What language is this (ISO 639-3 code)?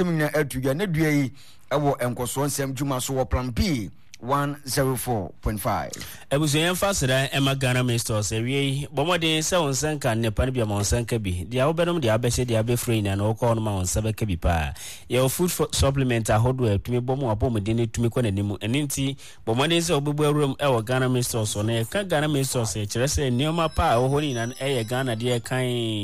aka